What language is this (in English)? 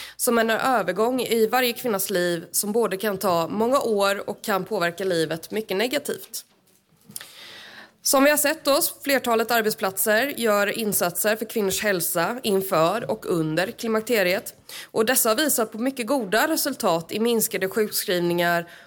Swedish